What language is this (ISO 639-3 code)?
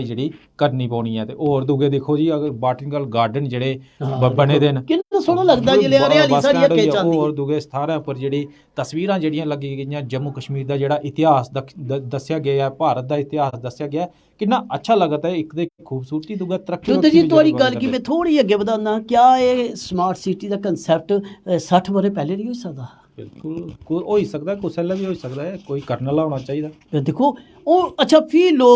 doi